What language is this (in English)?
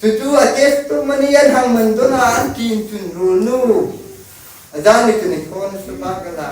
Hmar